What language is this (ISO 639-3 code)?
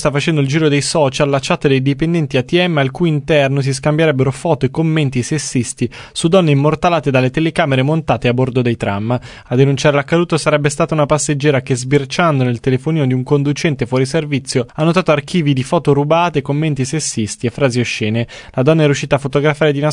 ita